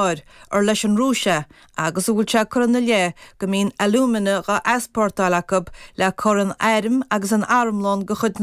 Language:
Irish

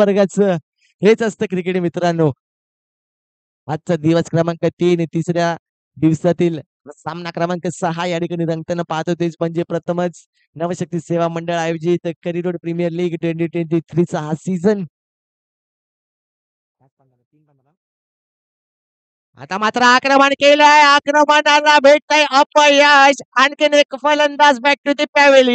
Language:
Marathi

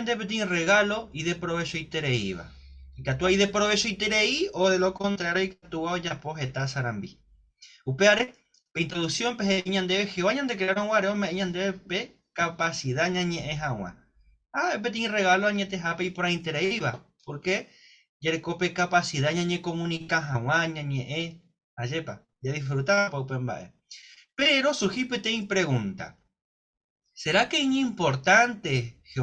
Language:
Guarani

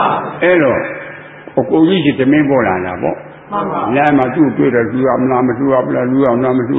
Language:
Burmese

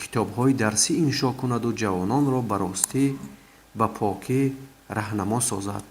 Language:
Tajik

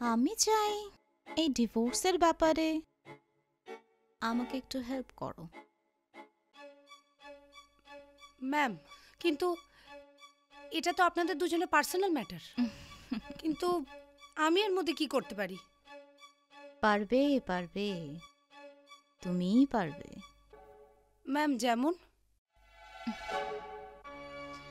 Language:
Bangla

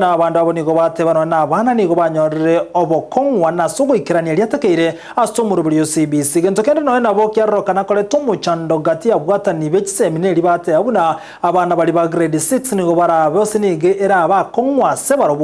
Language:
Gusii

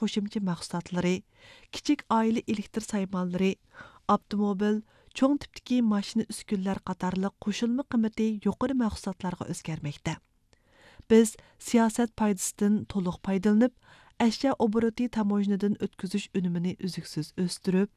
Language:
Uyghur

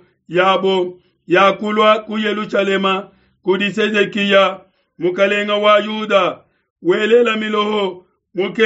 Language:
Luba-Lulua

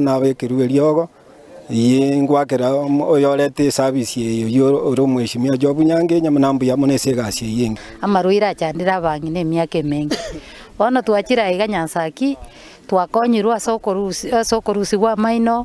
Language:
Gusii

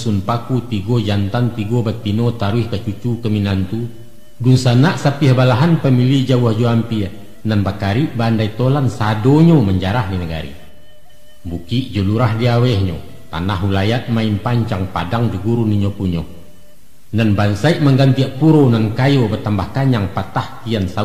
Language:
Minangkabau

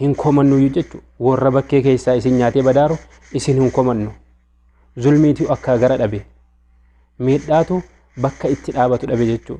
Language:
Oromo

